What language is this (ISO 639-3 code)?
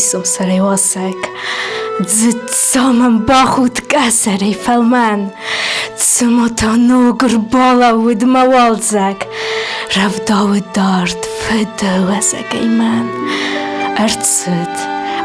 oss